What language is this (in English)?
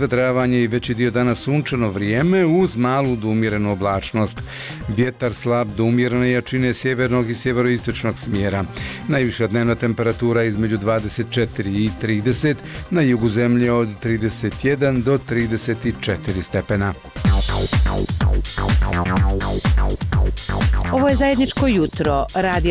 Bosnian